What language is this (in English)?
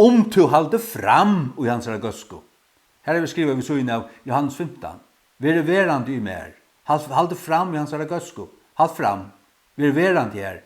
Faroese